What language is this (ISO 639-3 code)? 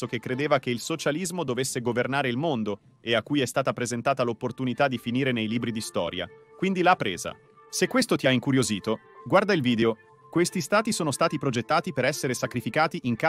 ita